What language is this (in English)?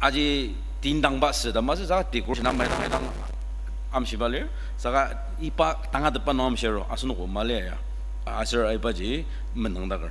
Ao Naga